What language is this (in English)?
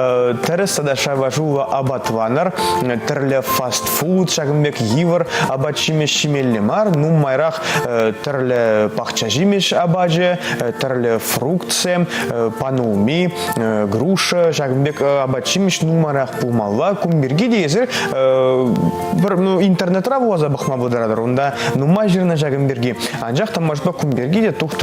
Chuvash